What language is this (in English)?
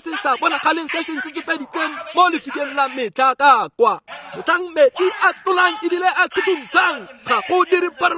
Tswana